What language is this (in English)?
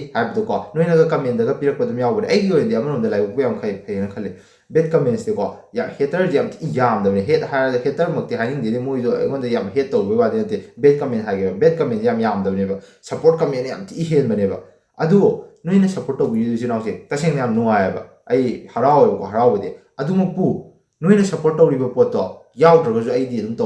Manipuri